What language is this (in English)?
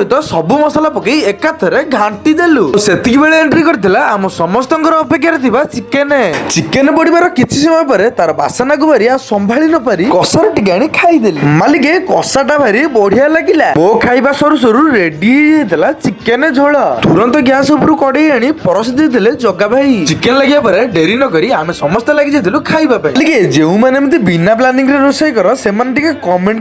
Odia